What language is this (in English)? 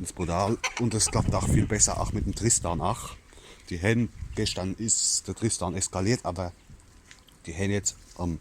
Palatine German